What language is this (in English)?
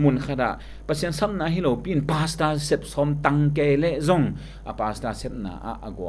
Tedim Chin